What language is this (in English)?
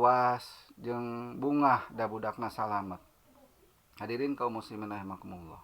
Sundanese